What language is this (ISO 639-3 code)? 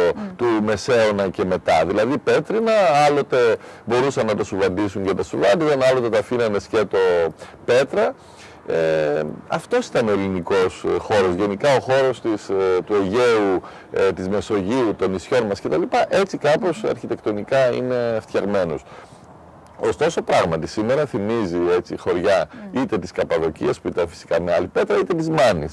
ell